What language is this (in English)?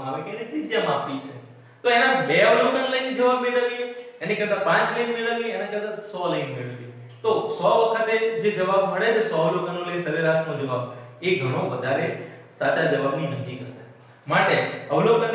Gujarati